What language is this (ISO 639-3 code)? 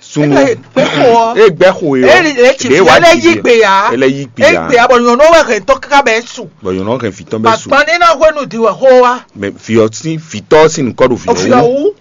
fon